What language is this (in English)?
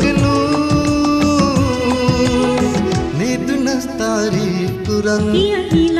Divehi